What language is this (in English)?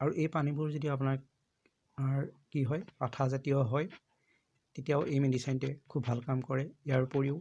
Assamese